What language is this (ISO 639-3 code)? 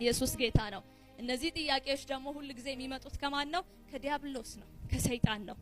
amh